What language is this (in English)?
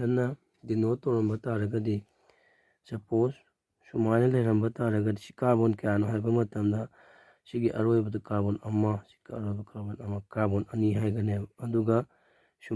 Manipuri